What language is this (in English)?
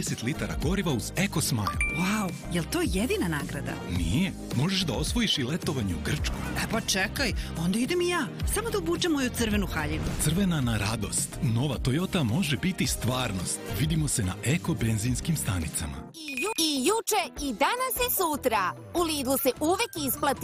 Serbian